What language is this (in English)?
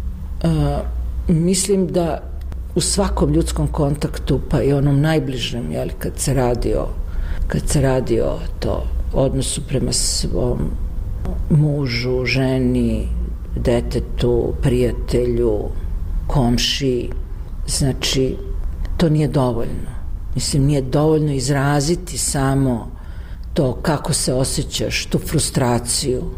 Serbian